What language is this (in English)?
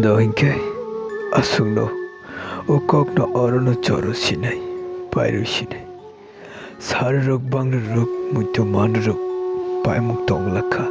Kok Borok